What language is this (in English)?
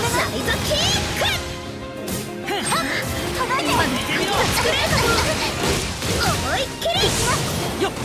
Japanese